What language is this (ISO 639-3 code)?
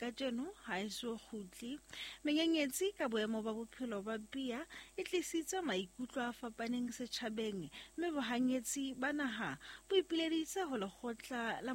sot